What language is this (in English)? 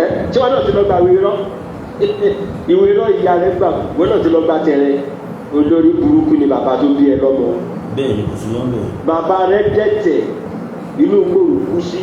Yoruba